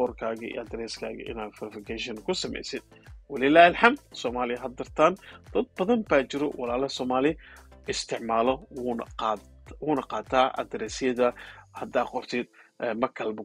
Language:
Somali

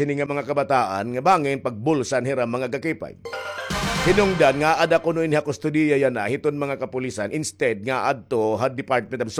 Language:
Waray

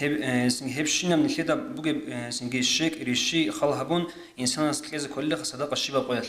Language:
Avaric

